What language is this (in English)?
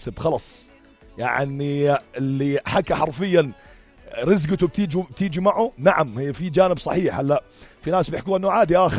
North Levantine Arabic